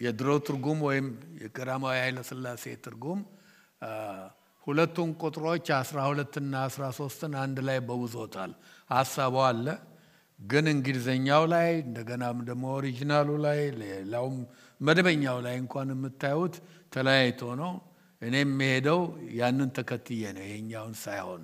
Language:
Amharic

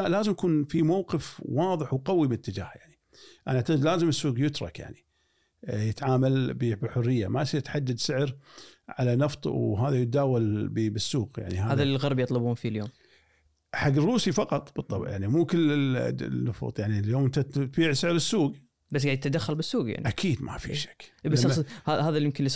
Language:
Gulf Arabic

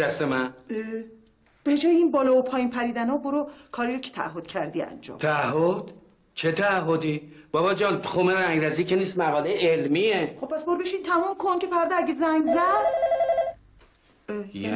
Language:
Persian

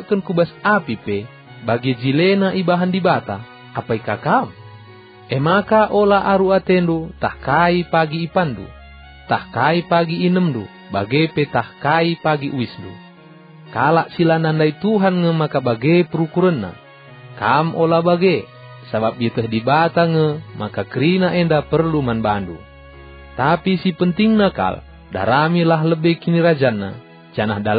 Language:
Batak Karo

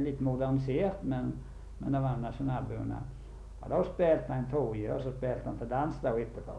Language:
Norwegian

